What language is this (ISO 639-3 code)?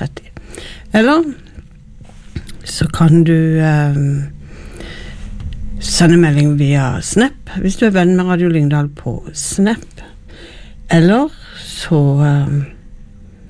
nor